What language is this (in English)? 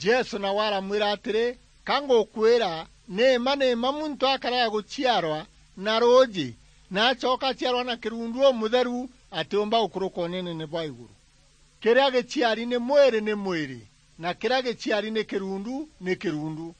Meru